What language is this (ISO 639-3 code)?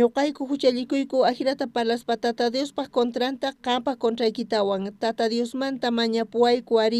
quh